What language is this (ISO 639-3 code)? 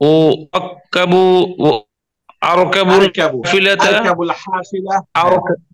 ben